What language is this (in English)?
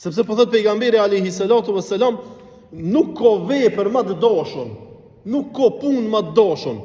Albanian